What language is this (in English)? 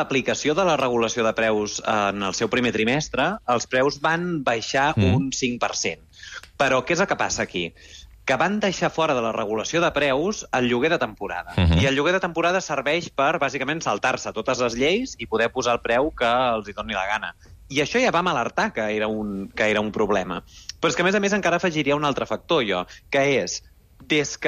Catalan